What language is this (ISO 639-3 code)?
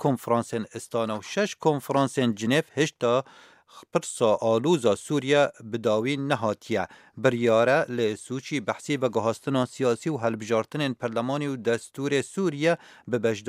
kur